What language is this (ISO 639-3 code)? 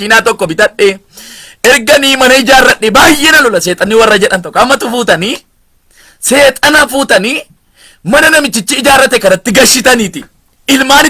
orm